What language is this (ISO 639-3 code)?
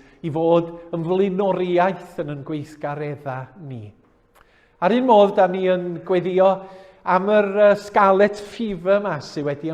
cym